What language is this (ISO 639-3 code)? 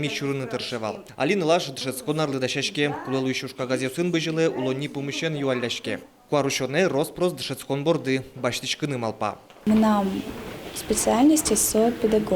udm